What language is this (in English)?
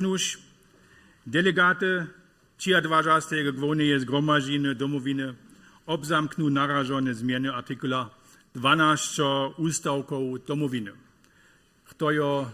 Upper Sorbian